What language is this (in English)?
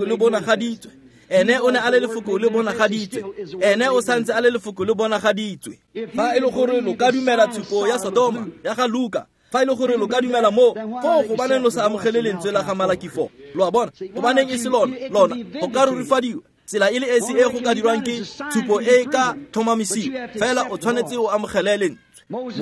Tswana